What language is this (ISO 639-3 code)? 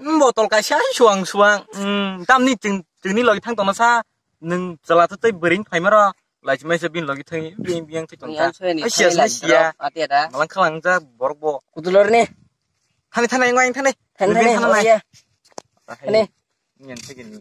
trp